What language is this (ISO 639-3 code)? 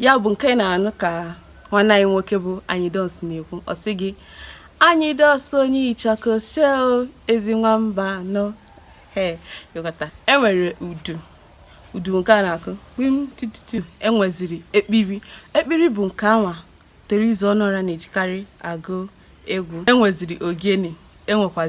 ibo